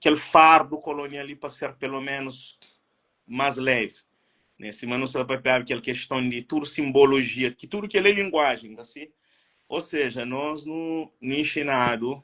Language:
Kabuverdianu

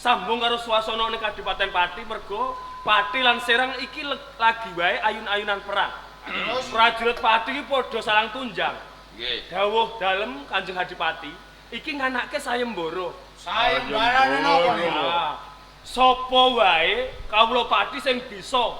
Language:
Javanese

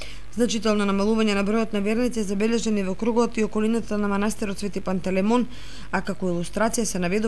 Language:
Macedonian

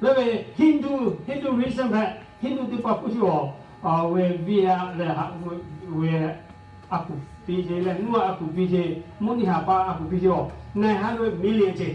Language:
Lahu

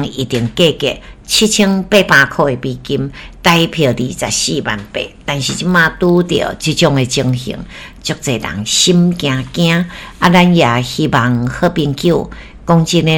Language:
Min Nan Chinese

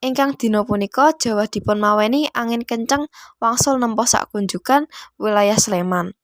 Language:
Javanese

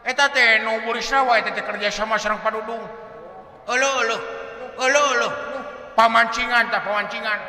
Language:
Sundanese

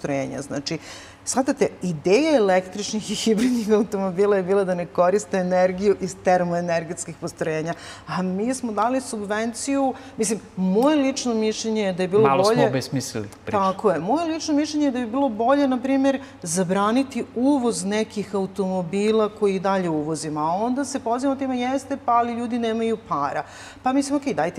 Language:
Serbian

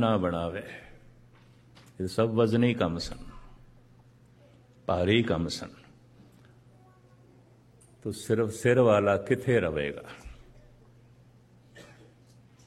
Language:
Punjabi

